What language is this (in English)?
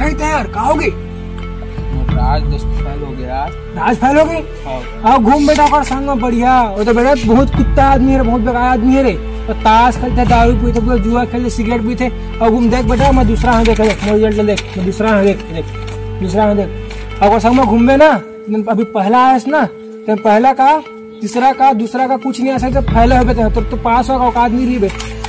Chhattisgarhi